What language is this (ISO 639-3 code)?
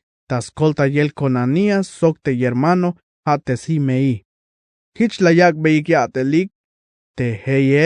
tzh